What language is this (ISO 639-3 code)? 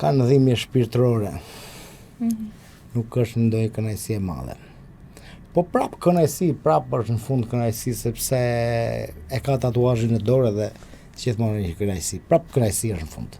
sqi